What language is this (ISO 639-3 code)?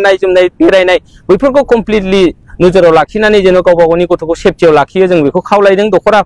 brx